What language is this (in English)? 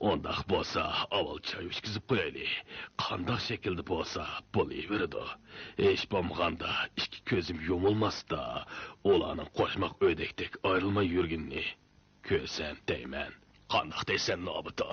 Uyghur